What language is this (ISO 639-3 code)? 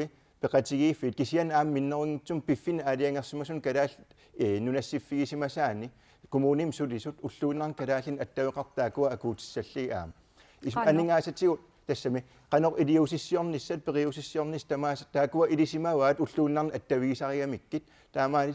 kal